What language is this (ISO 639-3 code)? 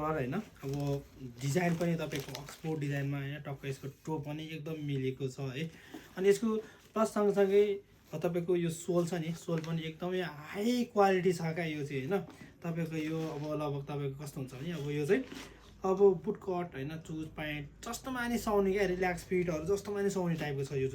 nep